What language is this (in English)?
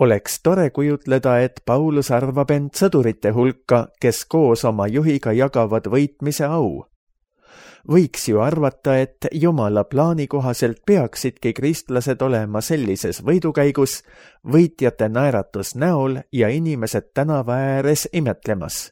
Estonian